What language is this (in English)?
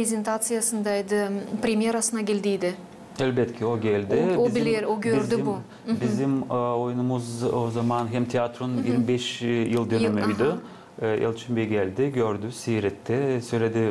Gagauz